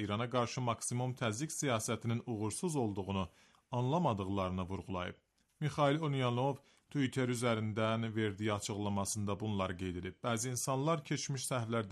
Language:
Azerbaijani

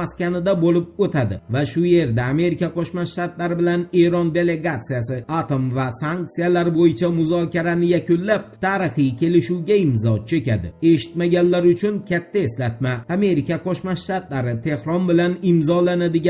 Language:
Uzbek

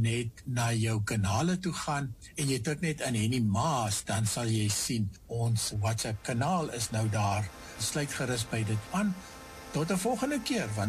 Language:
Afrikaans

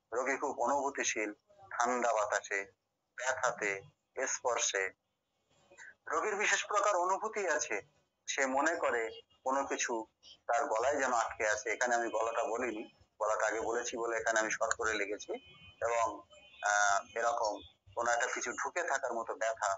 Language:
Bangla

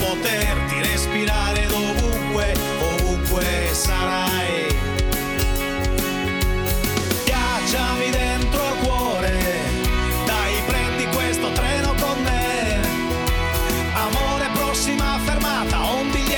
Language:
Italian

